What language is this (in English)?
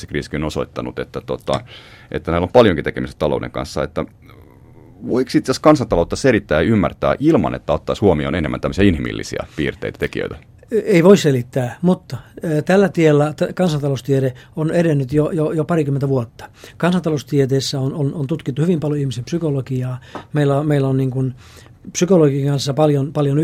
Finnish